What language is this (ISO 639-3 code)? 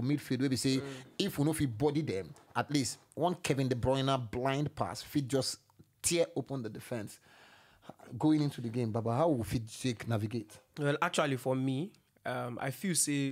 pcm